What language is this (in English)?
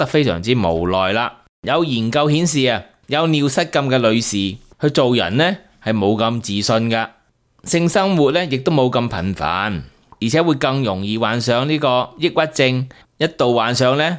Cantonese